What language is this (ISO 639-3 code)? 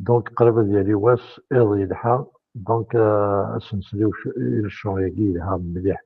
kab